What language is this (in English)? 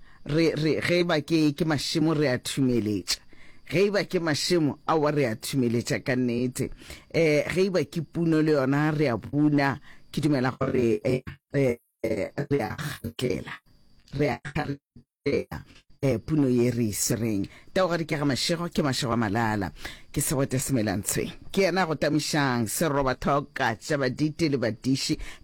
Northern Sotho